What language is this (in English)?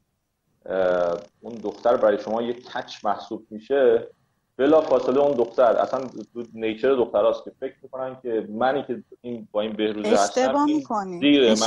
Persian